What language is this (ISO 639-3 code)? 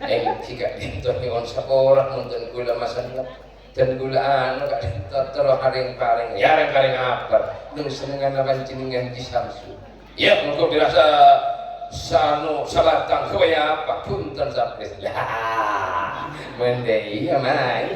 mad